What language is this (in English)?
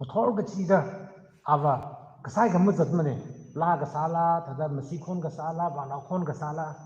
Tangkhul Naga (India)